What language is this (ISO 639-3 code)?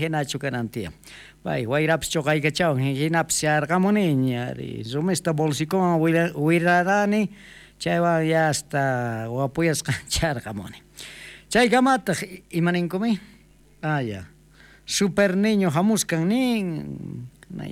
quh